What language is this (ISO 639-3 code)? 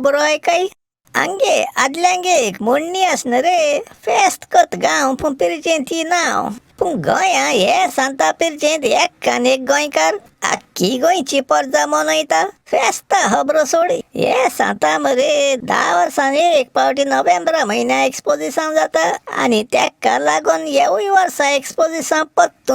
kok